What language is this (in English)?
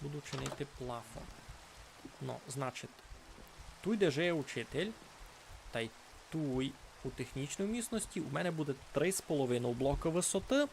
Rusyn